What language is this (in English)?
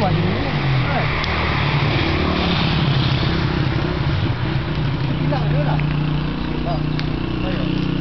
Malay